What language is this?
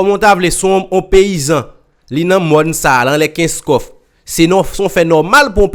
Haitian Creole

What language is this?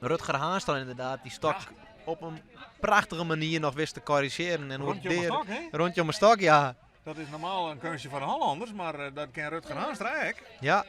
Western Frisian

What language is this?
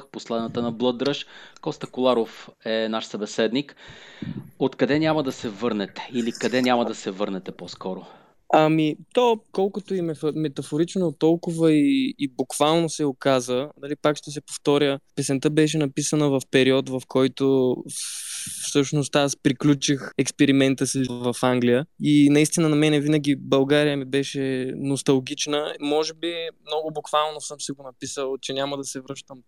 Bulgarian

